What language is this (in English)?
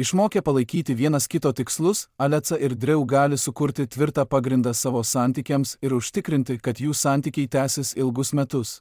Lithuanian